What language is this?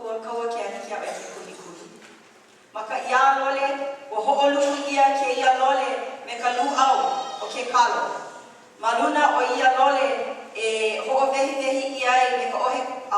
Hawaiian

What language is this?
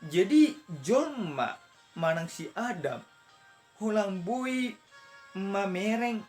Batak Toba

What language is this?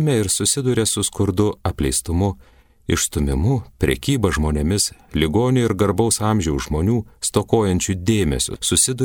Lithuanian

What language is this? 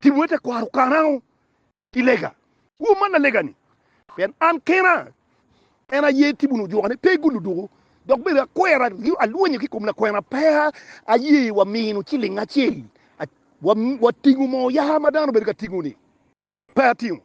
Acoli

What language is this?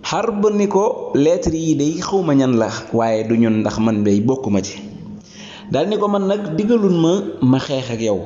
Wolof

